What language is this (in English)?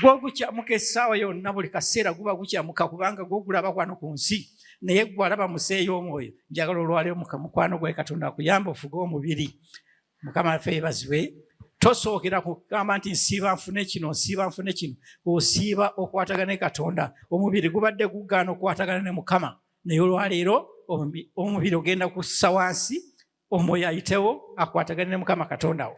Ganda